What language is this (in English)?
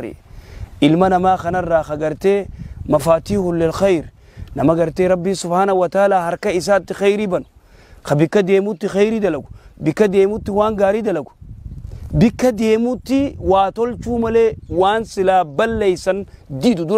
Oromo